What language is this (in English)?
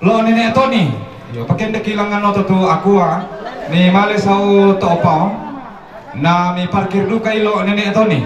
Toraja-Sa'dan